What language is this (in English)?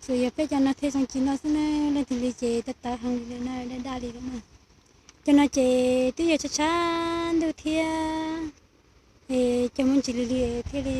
Hmong